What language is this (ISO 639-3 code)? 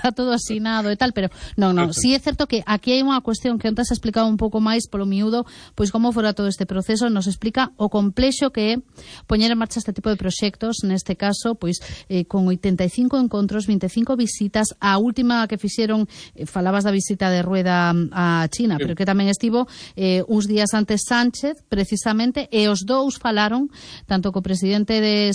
glg